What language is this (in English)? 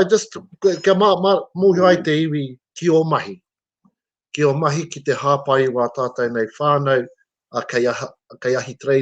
Māori